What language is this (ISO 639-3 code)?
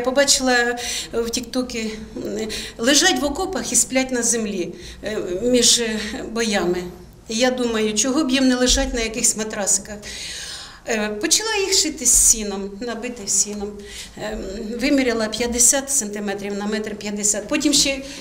ukr